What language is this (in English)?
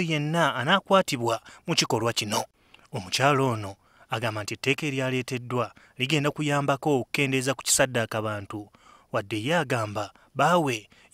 Ganda